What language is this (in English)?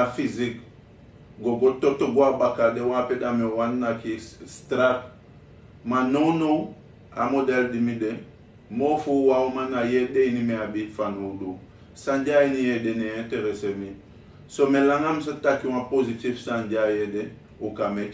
Sranan Tongo